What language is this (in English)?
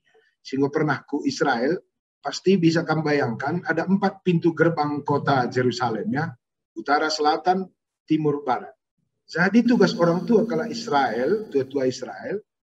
Batak Karo